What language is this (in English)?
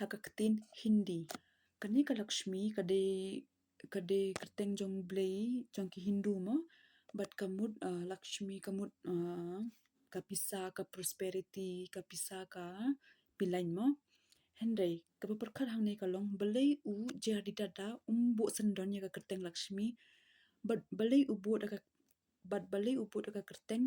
Khasi